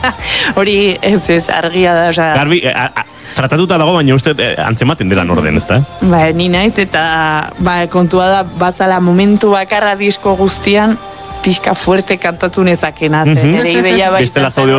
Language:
Basque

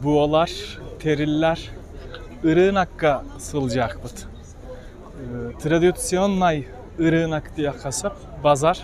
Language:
Yakut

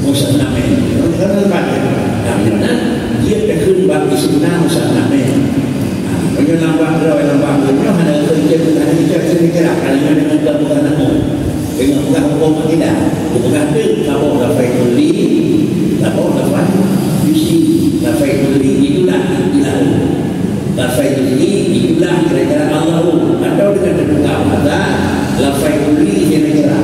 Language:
Achinese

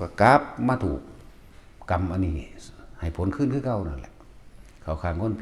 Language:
Northeastern Thai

